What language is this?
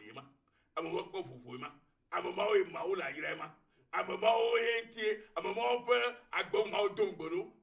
Ewe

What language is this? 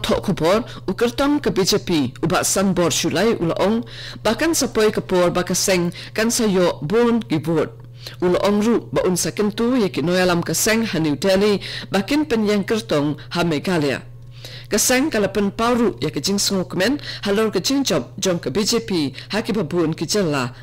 Khasi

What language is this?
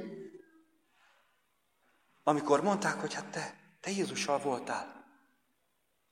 Hungarian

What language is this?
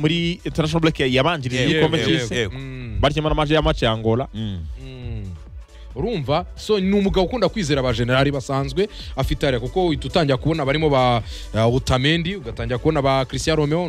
Kinyarwanda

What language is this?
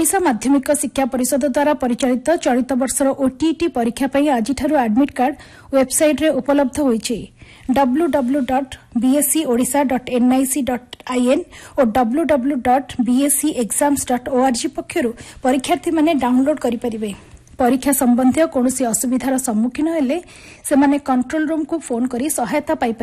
Odia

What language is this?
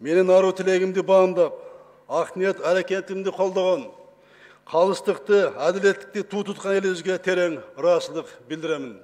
Kyrgyz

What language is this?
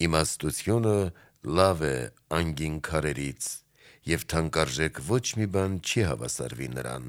Armenian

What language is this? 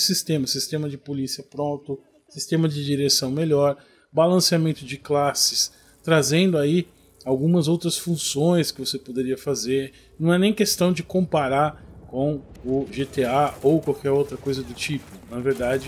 Portuguese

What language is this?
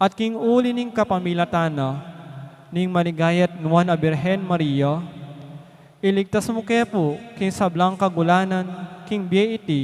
Pampanga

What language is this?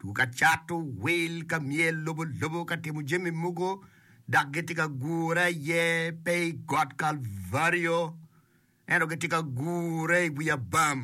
Acoli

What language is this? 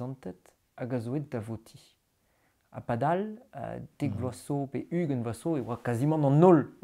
Breton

